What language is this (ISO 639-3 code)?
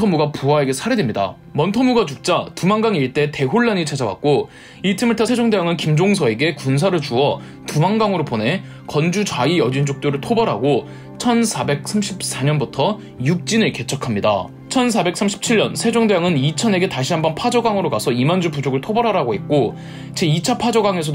kor